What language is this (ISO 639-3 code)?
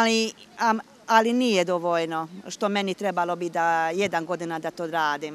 srp